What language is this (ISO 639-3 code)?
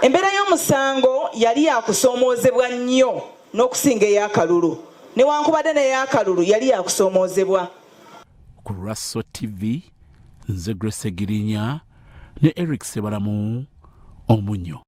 lug